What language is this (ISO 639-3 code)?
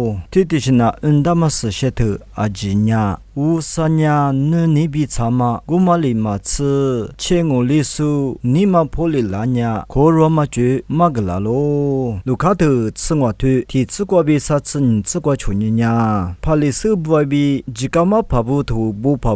lis